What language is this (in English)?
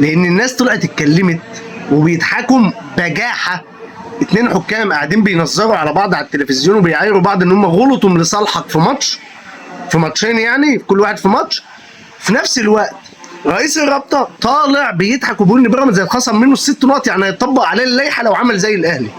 Egyptian Arabic